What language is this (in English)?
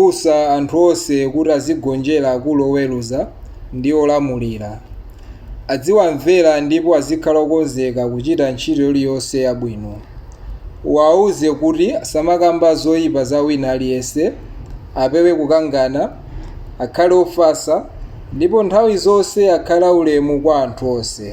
Nyanja